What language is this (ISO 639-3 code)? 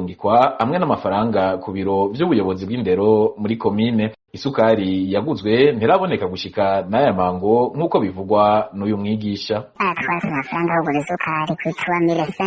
run